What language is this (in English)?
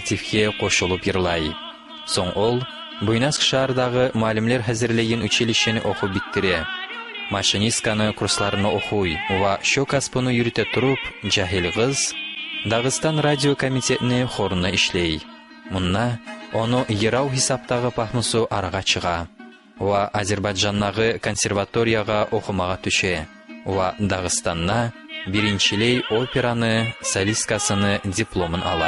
Kumyk